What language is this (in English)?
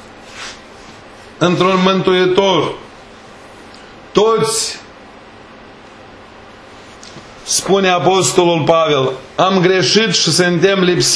Romanian